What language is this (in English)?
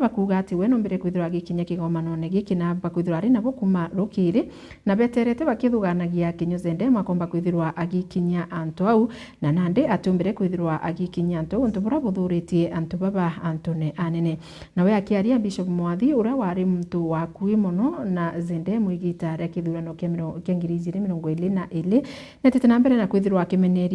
Meru